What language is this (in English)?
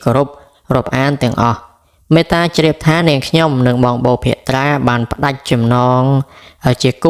Khmer